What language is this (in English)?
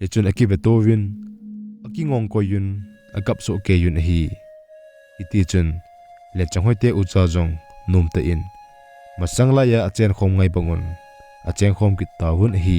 Thado Chin